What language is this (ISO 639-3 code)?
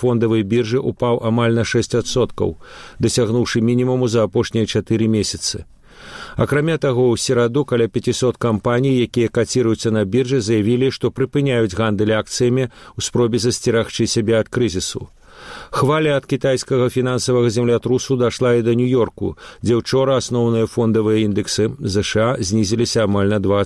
bel